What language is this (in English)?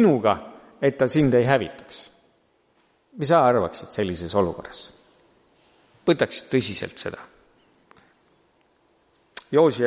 Estonian